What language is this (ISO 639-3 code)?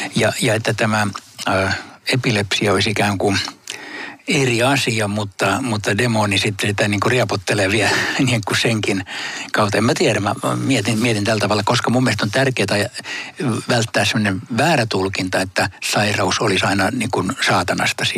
fin